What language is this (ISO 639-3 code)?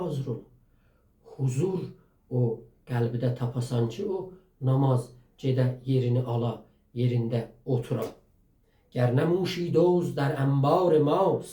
azb